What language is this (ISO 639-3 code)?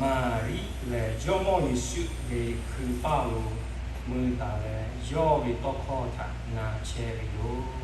lhu